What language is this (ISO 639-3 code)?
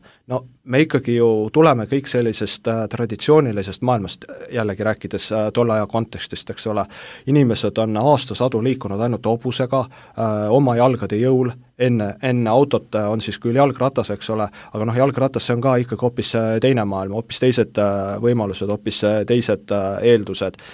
est